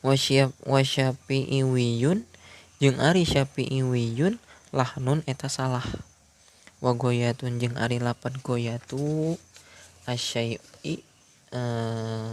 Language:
Sundanese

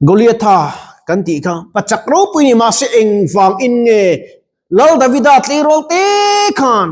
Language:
Mizo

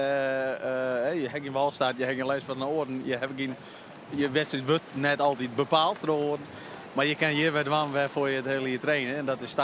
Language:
Western Frisian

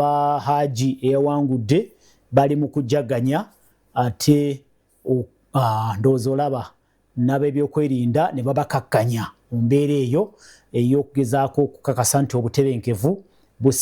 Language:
Ganda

